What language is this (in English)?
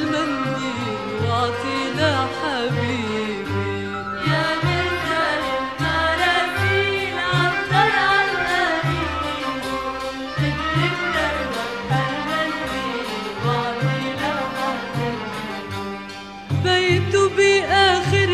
North Levantine Arabic